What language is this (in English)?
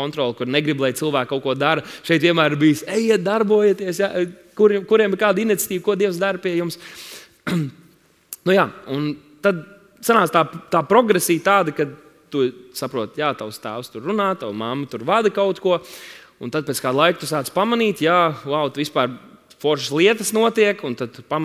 Latvian